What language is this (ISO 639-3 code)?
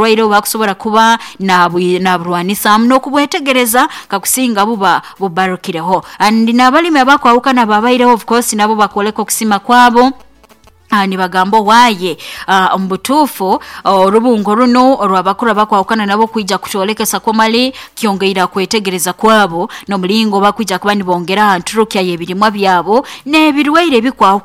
nyo